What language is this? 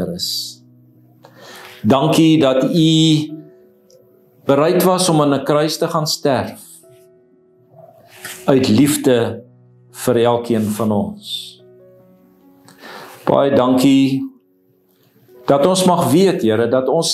Afrikaans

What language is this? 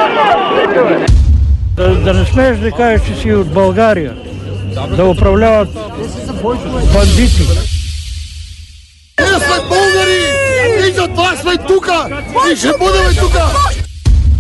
Bulgarian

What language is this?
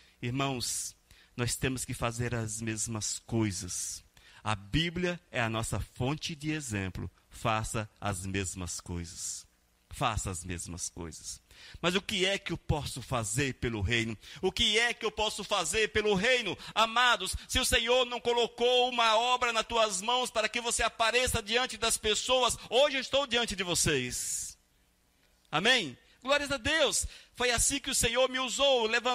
Portuguese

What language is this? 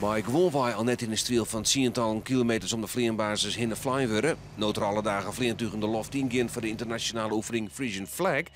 Western Frisian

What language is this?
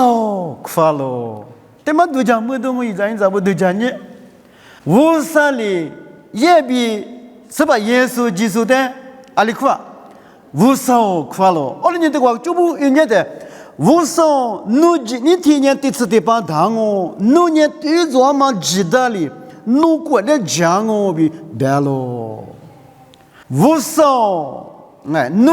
Lisu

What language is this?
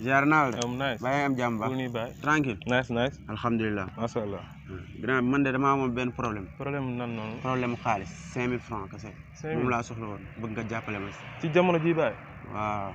Wolof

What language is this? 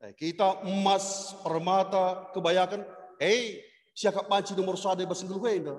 Batak Karo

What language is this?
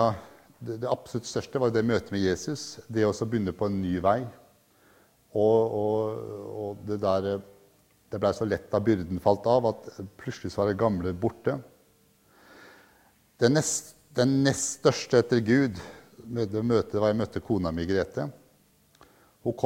Norwegian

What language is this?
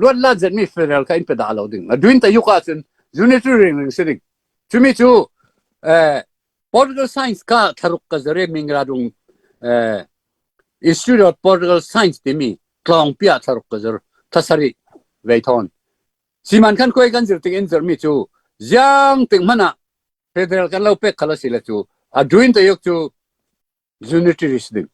Falam Chin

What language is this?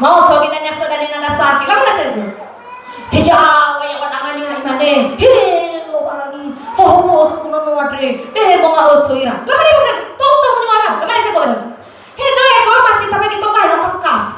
Nias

